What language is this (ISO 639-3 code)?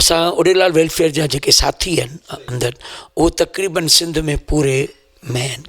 snd